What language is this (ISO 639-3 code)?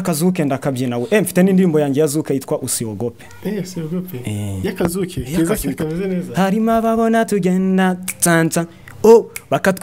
kin